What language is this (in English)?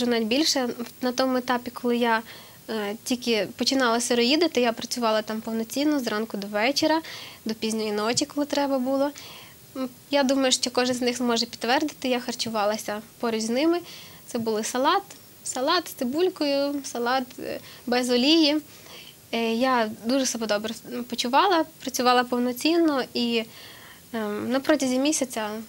Ukrainian